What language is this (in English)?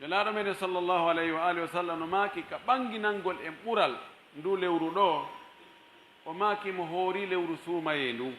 Pular